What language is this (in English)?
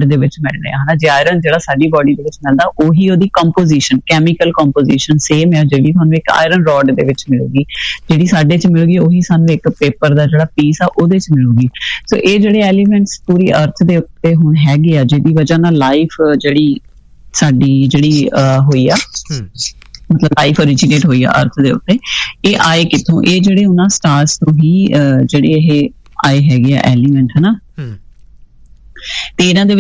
Punjabi